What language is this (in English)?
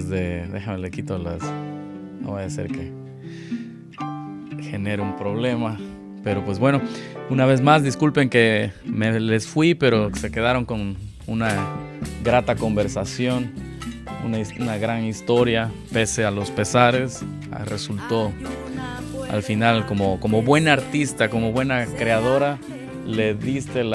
Spanish